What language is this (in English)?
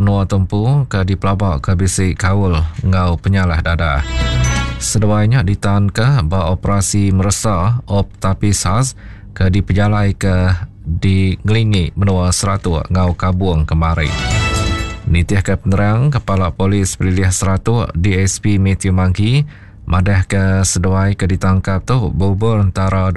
Iban